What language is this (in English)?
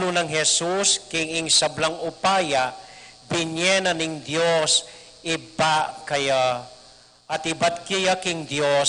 Pampanga